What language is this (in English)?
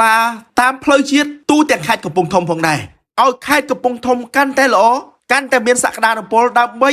Khmer